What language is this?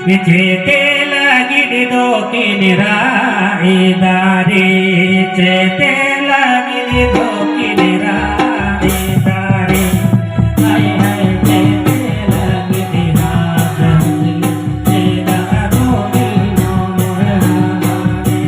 Santali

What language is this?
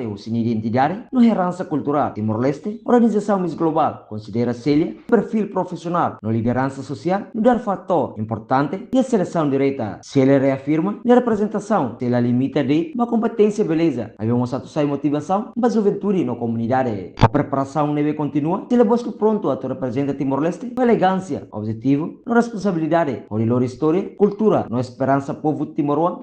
Tetum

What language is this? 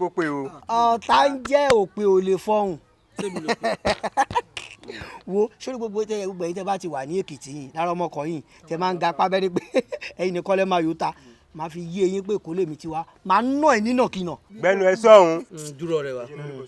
Yoruba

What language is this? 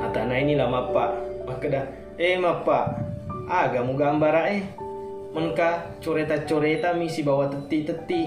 Buginese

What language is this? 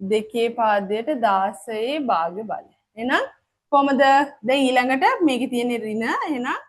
Sinhala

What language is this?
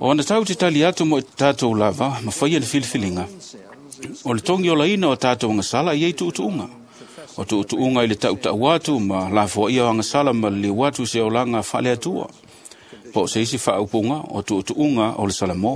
Samoan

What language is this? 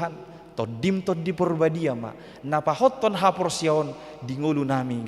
Batak Toba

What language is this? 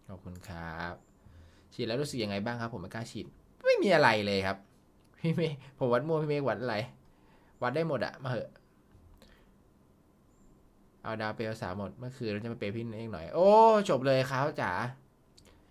Thai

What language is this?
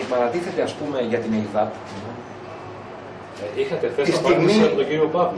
Greek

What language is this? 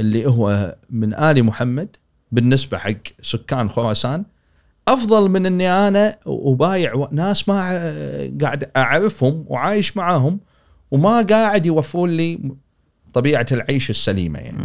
Gulf Arabic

